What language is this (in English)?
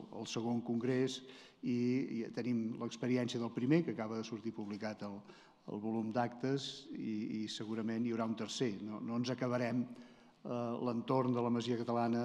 Catalan